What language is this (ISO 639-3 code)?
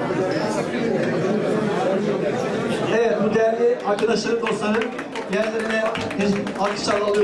tur